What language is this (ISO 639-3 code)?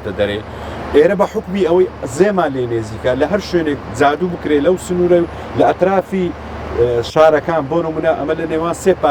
ckb